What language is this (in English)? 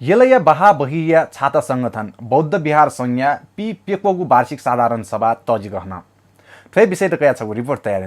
Newari